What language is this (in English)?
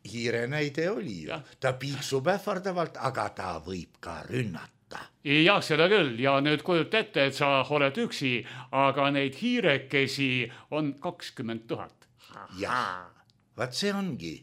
Estonian